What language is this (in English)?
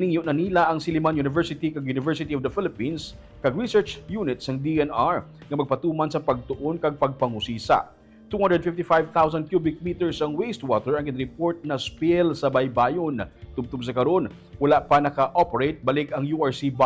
Hiligaynon